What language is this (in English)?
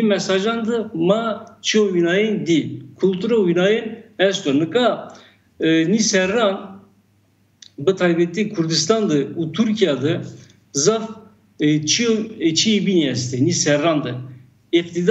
Zaza